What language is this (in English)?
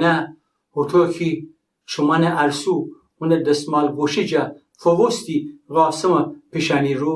Gilaki